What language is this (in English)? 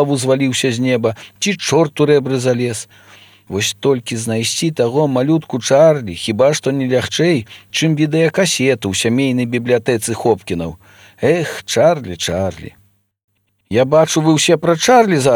Belarusian